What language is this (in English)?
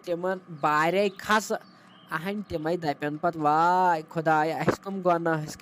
Kashmiri